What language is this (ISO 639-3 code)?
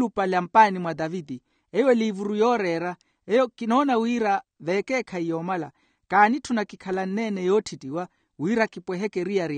vmw